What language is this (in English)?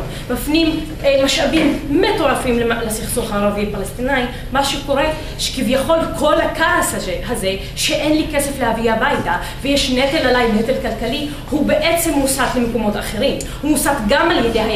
Hebrew